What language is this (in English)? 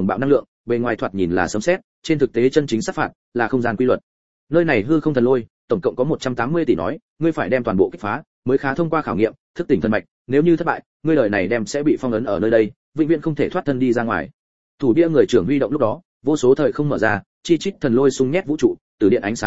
Vietnamese